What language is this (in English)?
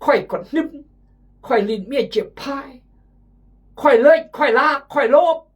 Khmu